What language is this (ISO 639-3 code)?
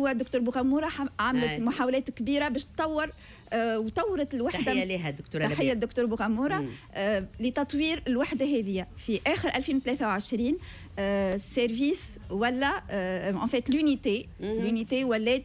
aeb